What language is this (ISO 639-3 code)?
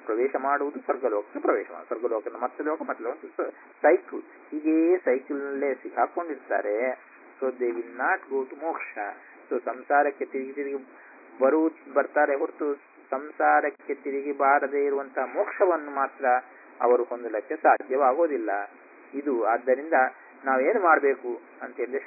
kan